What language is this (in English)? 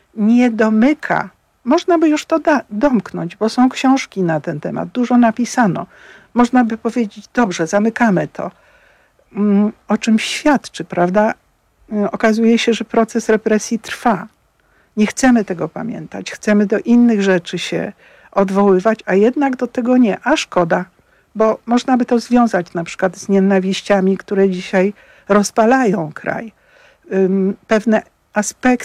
Polish